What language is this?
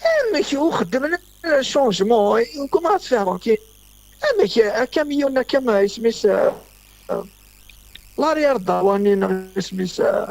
Kabyle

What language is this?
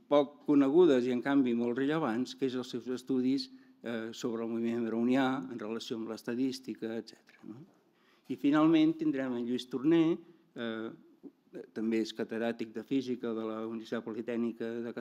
Catalan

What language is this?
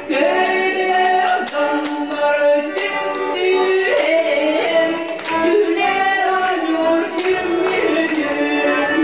Yakut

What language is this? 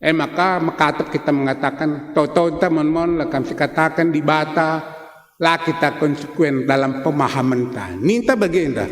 Batak Karo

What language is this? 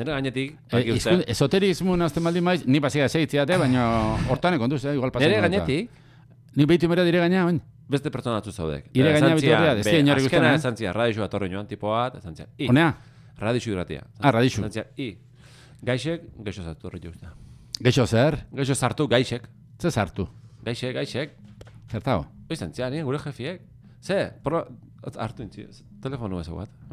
Basque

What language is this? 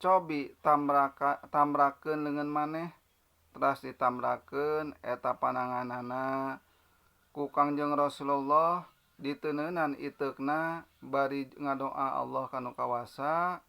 Sundanese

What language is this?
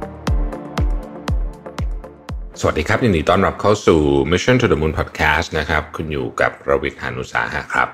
Thai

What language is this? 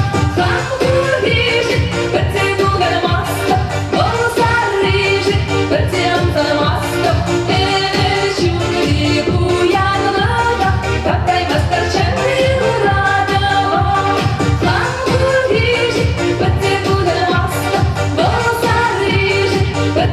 Chuvash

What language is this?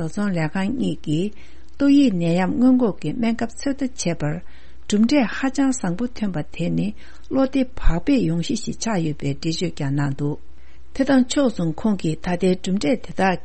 Tibetan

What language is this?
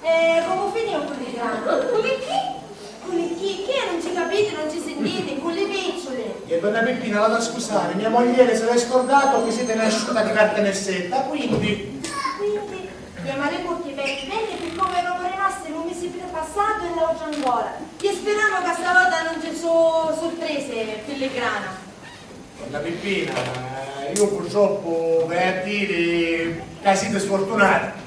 Sicilian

